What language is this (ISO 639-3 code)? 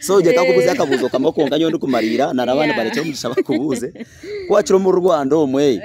nyn